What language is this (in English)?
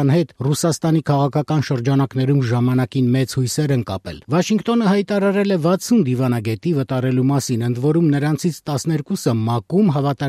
Armenian